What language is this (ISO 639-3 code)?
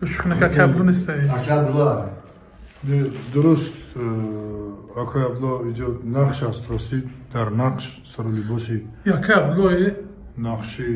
tgk